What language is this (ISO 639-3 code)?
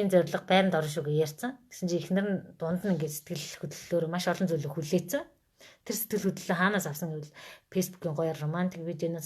mon